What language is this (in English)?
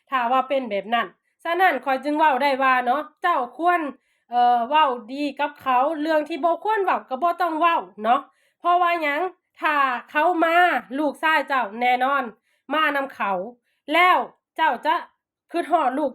Lao